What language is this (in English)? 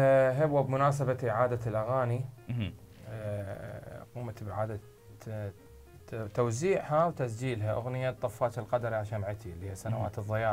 Mesopotamian Arabic